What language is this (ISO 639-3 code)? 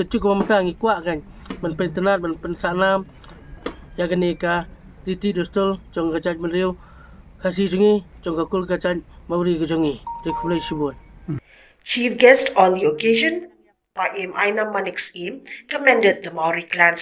kha